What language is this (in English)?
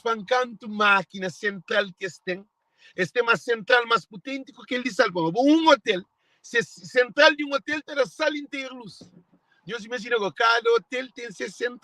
Kabuverdianu